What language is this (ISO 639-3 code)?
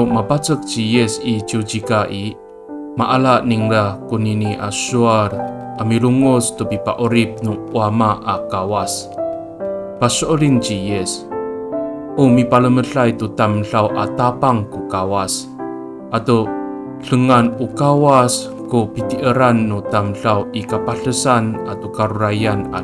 ami